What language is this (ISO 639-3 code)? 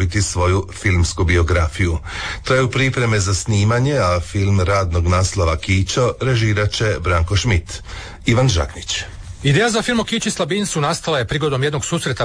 hrv